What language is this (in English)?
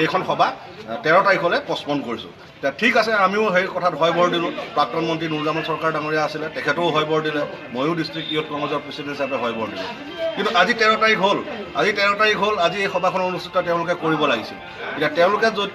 Assamese